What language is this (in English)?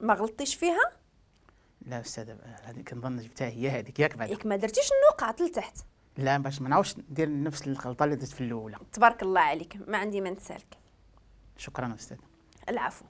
Moroccan Arabic